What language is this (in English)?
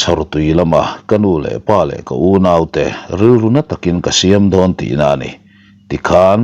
Mizo